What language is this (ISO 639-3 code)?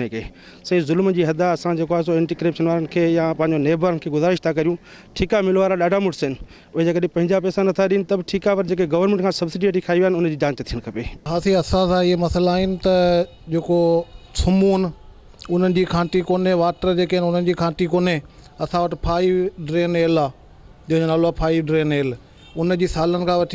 snd